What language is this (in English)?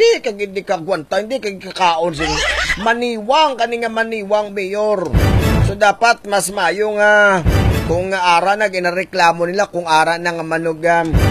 Hiligaynon